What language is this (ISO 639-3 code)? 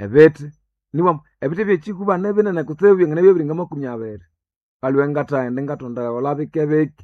nnb